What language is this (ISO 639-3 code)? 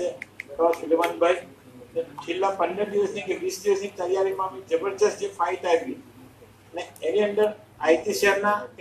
guj